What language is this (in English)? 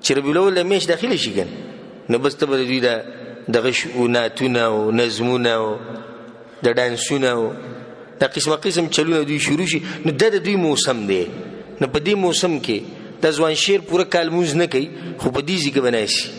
Pashto